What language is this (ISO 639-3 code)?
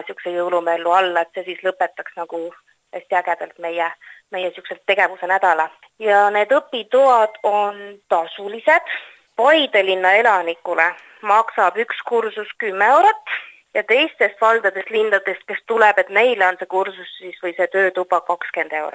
est